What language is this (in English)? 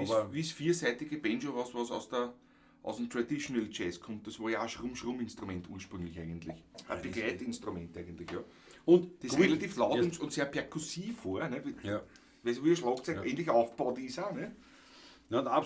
Bavarian